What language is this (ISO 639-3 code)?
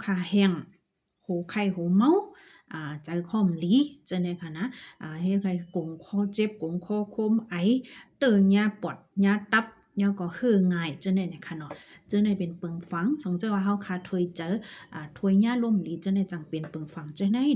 shn